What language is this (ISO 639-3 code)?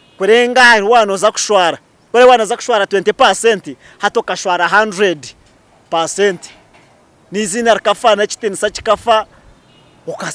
nyn